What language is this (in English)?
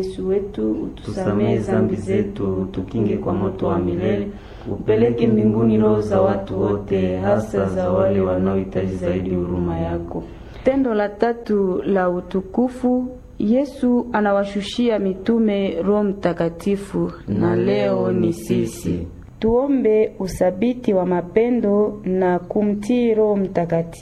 Swahili